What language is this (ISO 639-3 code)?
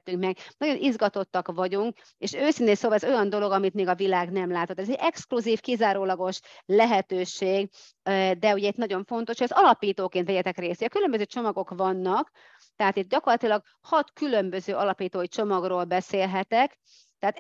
hun